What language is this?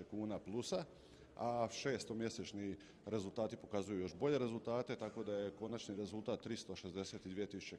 Croatian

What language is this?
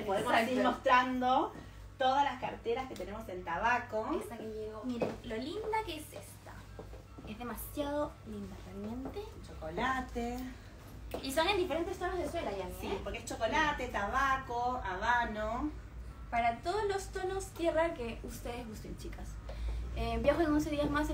Spanish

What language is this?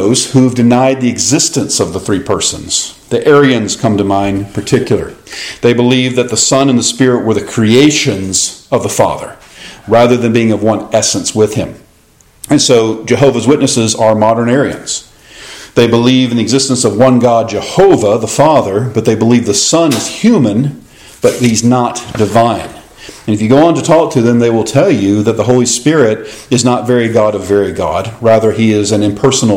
English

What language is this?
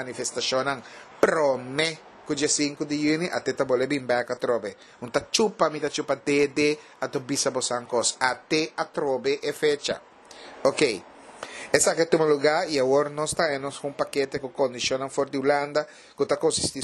Papiamento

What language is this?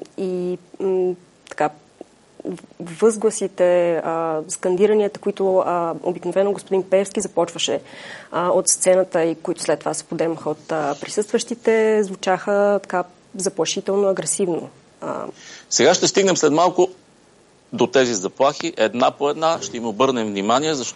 Bulgarian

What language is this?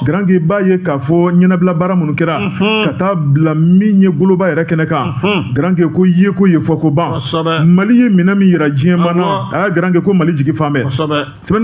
Bambara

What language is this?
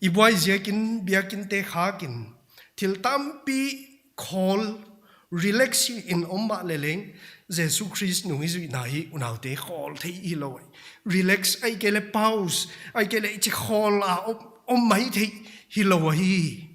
Paite Chin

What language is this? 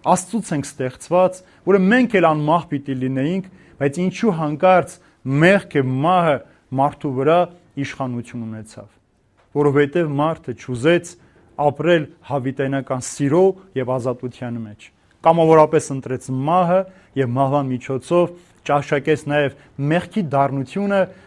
Armenian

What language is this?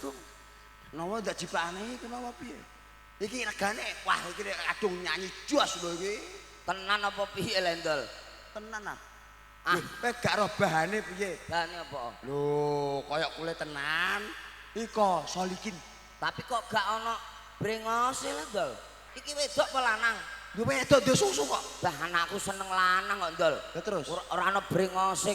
Javanese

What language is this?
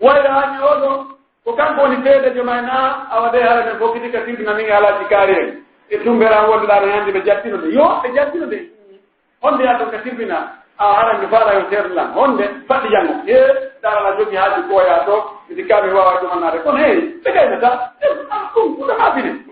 Pular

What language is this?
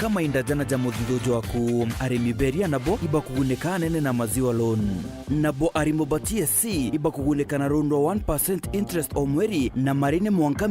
Meru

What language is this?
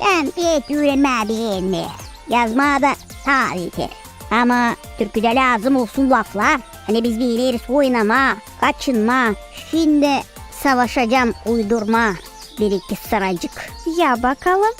Gagauz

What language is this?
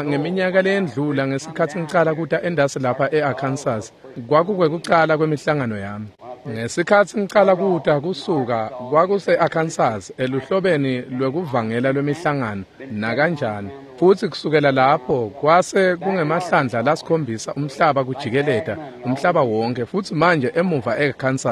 Swati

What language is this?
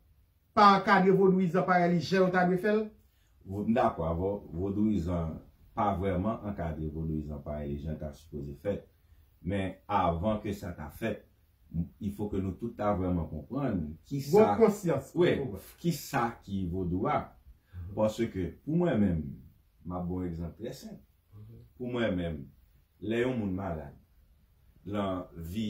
Haitian Creole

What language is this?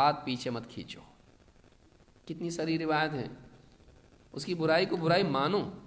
Urdu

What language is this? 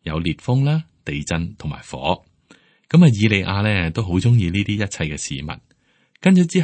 Cantonese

